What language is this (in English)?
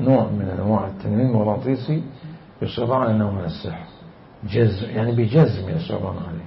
Mesopotamian Arabic